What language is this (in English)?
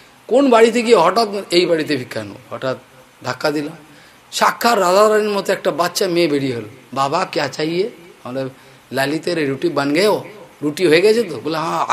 Bangla